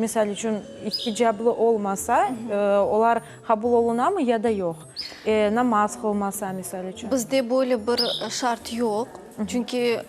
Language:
Crimean Tatar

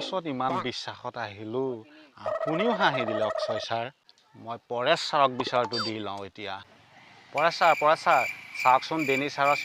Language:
Assamese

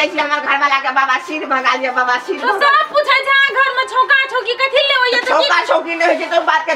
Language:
Maithili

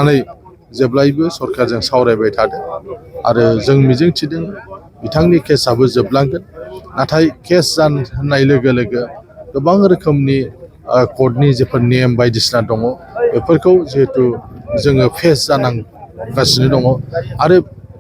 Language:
Bodo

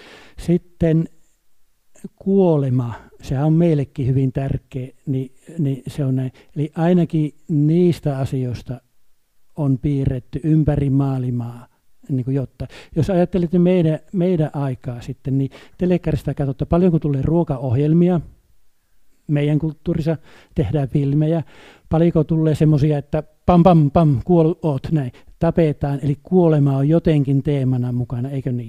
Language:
Finnish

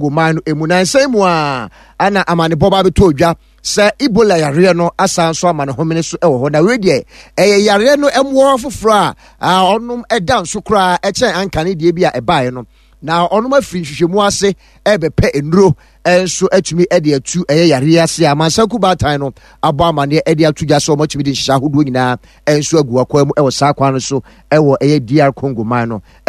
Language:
Akan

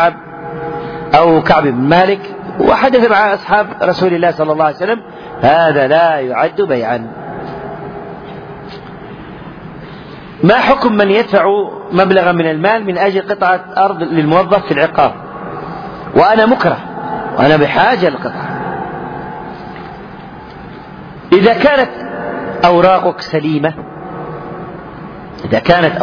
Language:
Arabic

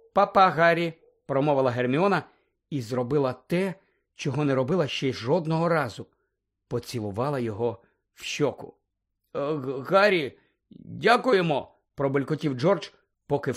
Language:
Ukrainian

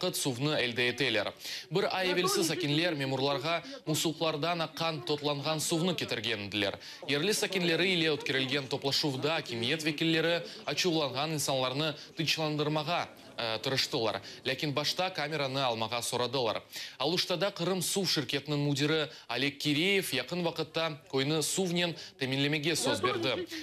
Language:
Crimean Tatar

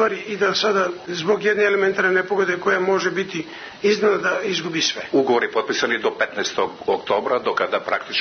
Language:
Serbian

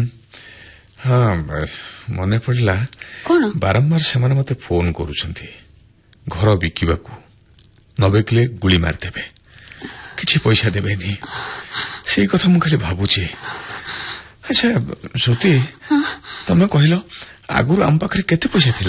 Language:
Odia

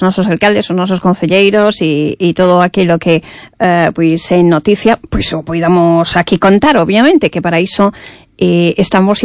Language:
Galician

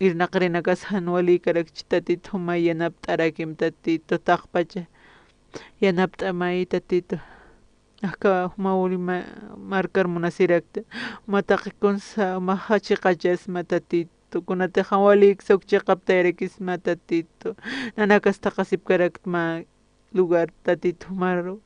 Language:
Aymara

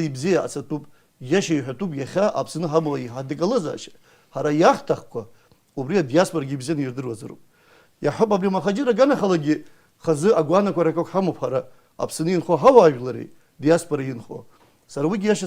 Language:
Abkhazian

